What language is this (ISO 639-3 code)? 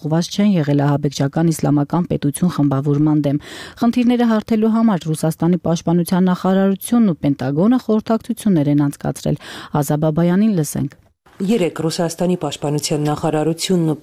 hye